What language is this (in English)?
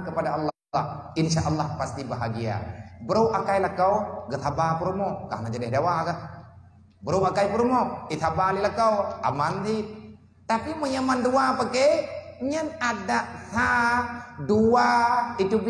Achinese